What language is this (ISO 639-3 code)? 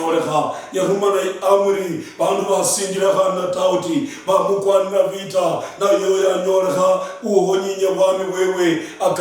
luy